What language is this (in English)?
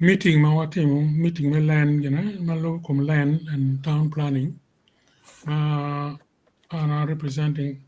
Acoli